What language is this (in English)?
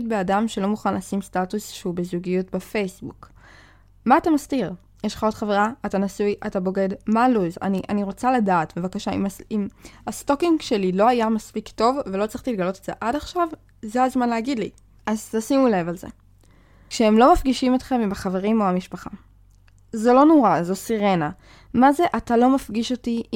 Hebrew